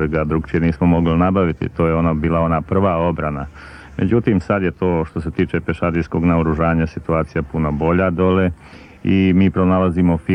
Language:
Croatian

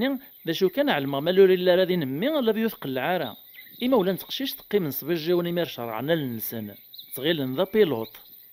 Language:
Kabyle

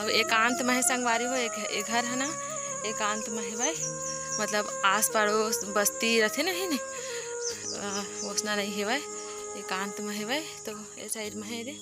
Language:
Chhattisgarhi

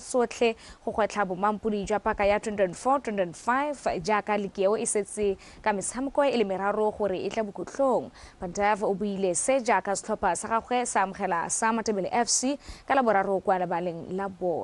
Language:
Tswana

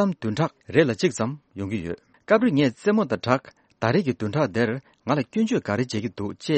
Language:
Tibetan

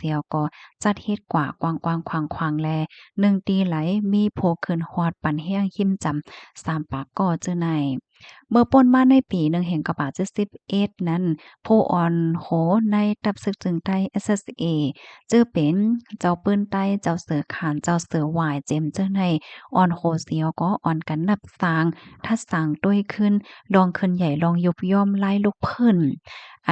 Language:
Shan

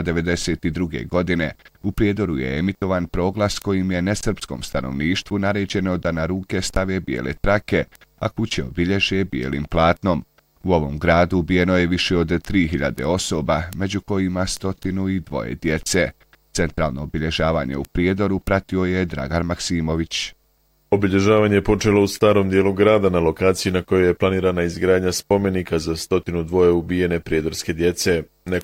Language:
Bosnian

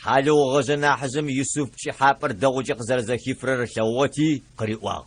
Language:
Adyghe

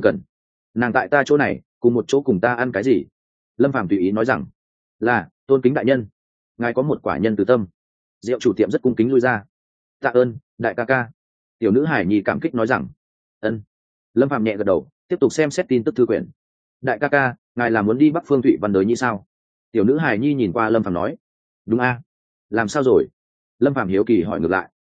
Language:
Vietnamese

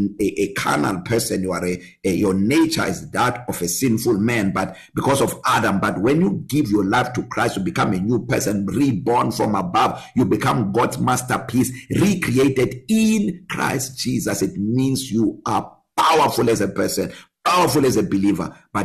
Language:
English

